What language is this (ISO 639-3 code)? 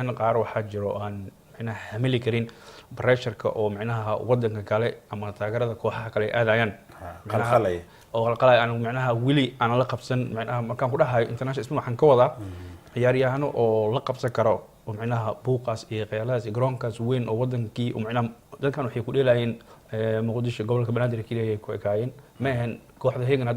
som